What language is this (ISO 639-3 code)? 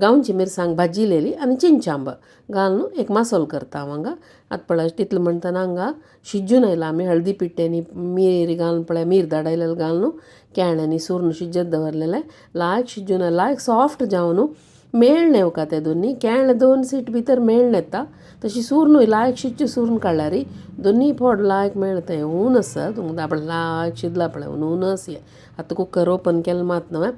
kok